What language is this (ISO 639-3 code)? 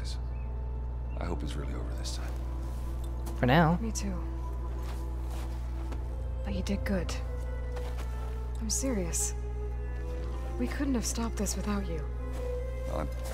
eng